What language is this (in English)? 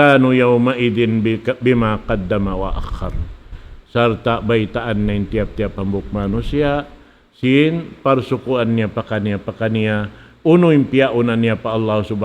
Tausug